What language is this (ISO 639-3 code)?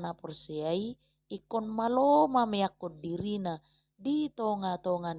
bbc